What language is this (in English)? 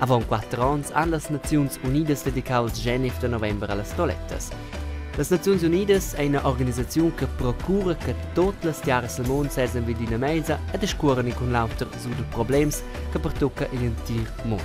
Romansh